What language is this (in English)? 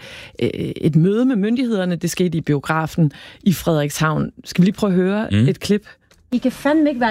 Danish